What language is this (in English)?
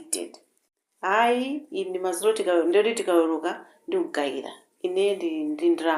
Nyanja